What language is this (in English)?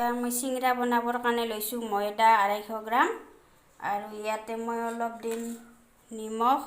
Assamese